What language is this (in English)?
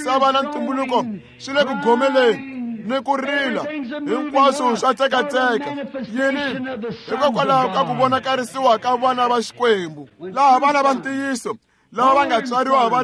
Tsonga